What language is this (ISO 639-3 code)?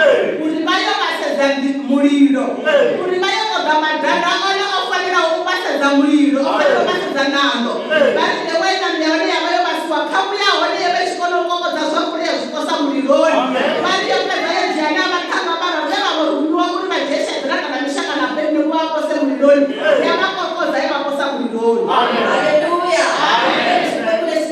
ven